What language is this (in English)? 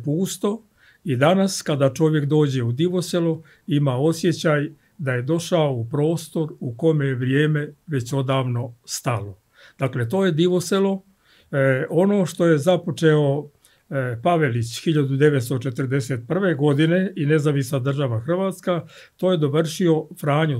Serbian